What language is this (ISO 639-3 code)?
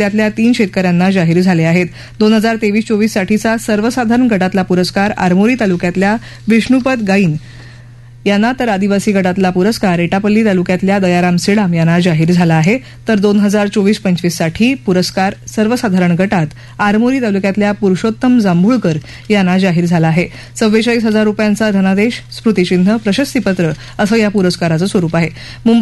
mar